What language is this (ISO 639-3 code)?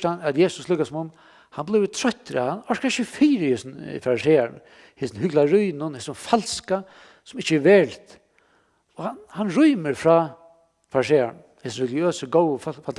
fao